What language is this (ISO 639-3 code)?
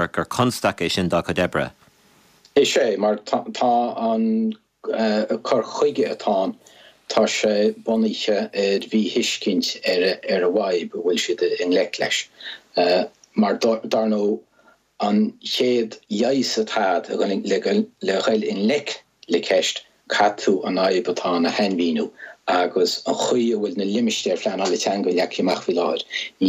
gle